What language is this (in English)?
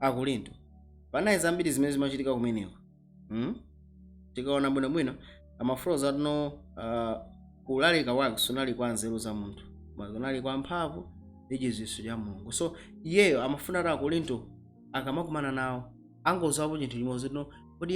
Nyanja